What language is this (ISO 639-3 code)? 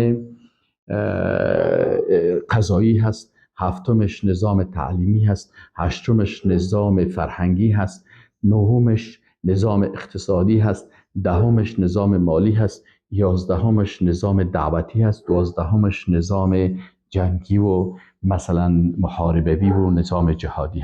fas